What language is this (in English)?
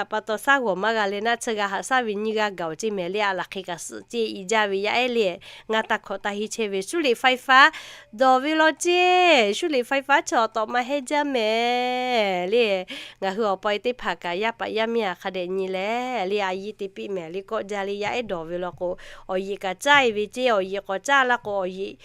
Lahu